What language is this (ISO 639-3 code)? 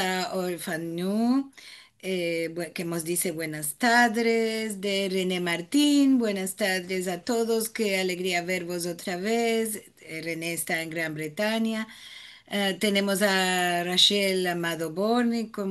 lad